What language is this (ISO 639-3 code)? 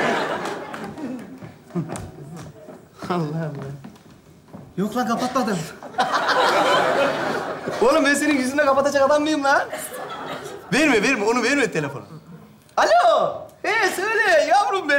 tur